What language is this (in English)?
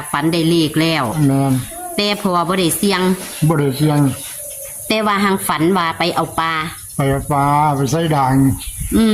Northeastern Thai